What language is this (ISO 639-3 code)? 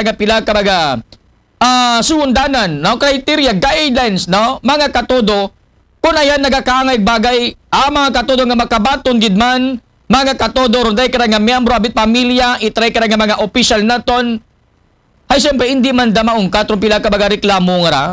akl